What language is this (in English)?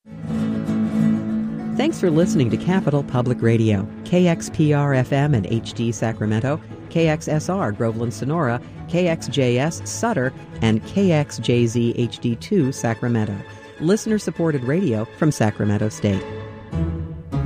English